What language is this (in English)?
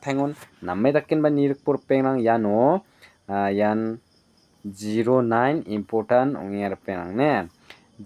Garo